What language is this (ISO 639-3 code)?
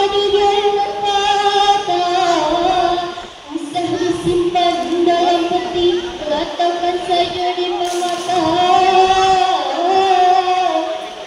min